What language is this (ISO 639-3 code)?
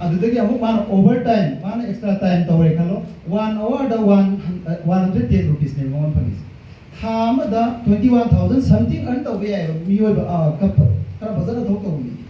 mni